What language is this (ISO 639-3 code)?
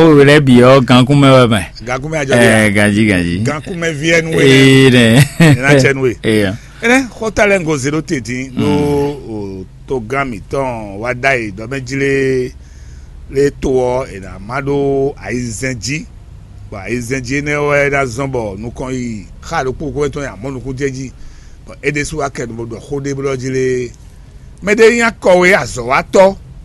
fon